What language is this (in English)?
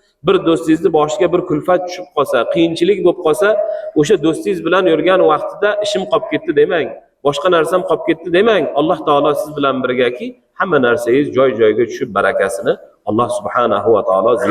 Uzbek